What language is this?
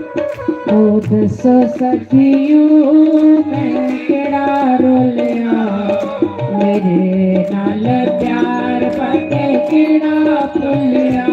Dogri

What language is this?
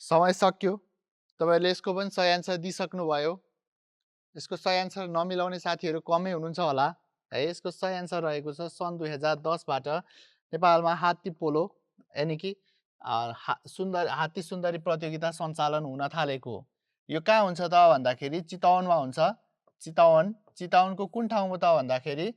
Nepali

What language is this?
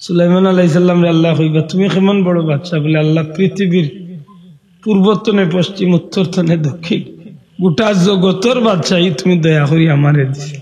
Sylheti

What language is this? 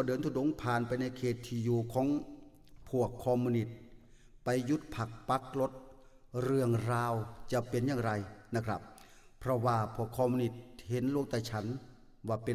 Thai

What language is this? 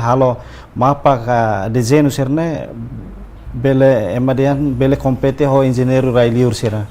Tetum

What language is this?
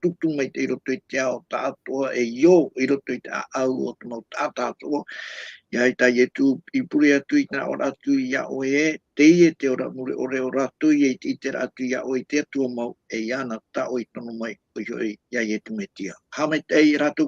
Tahitian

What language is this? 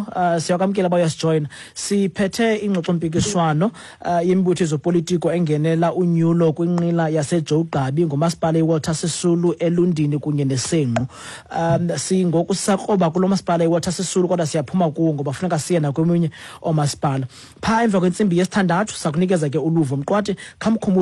Xhosa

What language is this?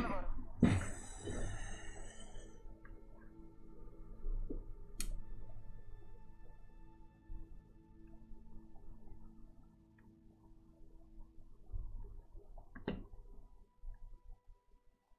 Italian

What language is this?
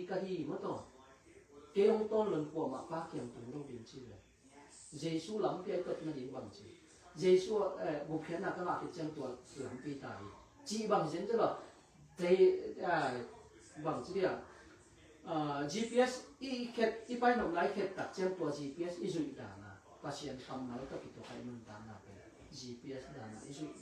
Tedim Chin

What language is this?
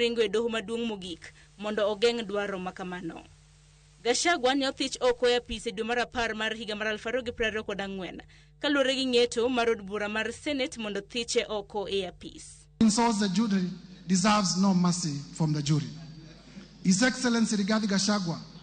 Luo (Kenya and Tanzania)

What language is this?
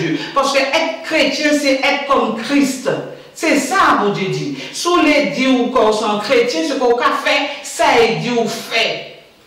Guadeloupean Creole French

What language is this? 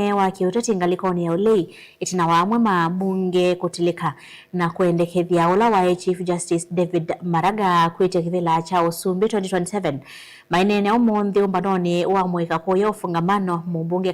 Kamba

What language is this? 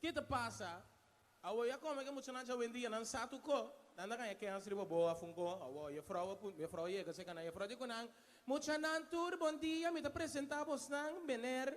Papiamento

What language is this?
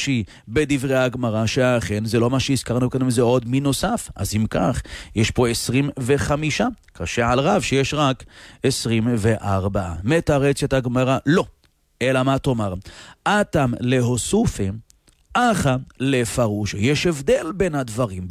Hebrew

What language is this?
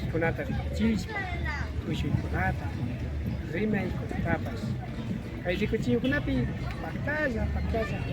Imbabura Highland Quichua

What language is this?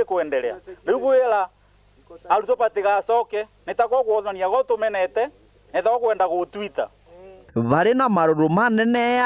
Meru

